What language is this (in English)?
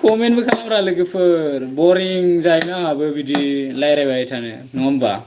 Bodo